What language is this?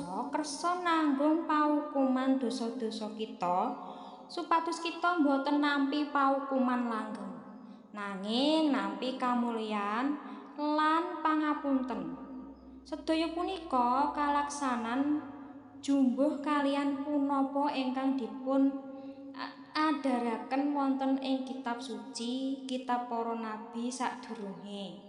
Javanese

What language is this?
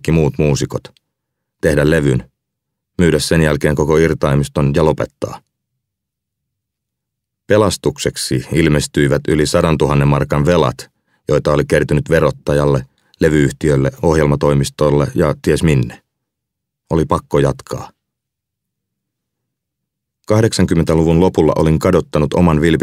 Finnish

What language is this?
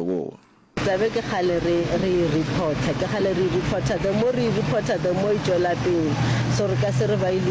Northern Sotho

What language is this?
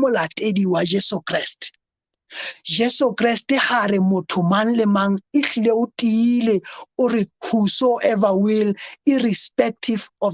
Southern Sotho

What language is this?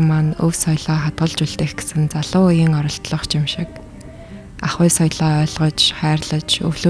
Mongolian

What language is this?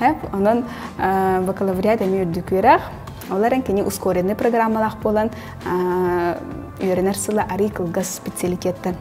Yakut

